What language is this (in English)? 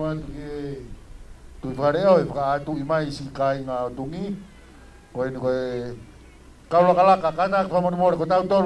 Tongan